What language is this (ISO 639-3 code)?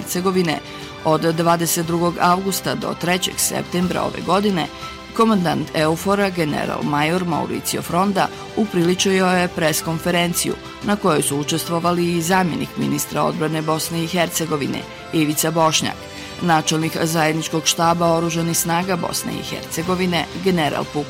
bos